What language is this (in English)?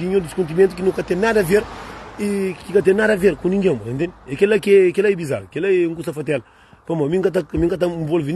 Kabuverdianu